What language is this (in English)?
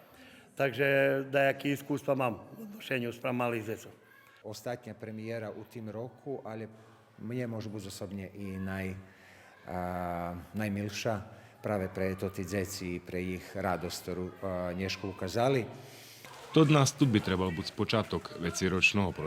Rusyn